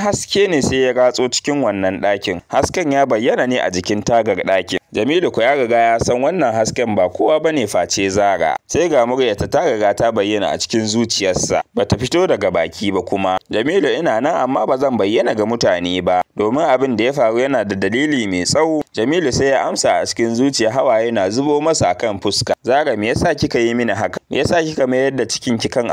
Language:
Hausa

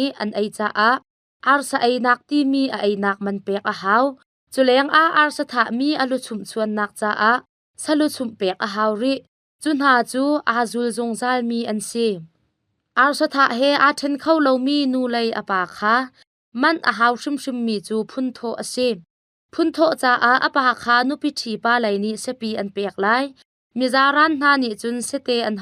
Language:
Hakha Chin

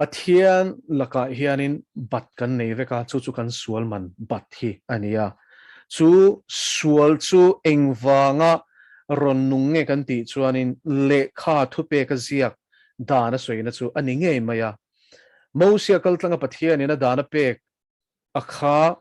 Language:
Mizo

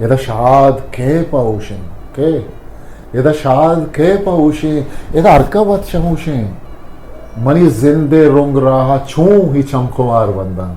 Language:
Eastern Balochi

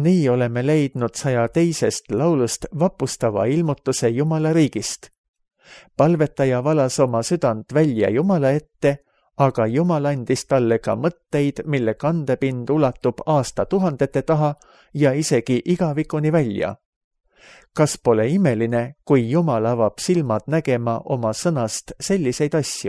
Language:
Estonian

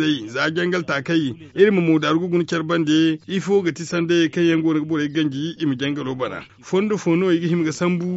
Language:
Zarma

